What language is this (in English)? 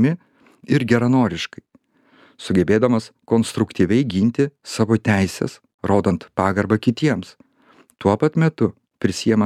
Lithuanian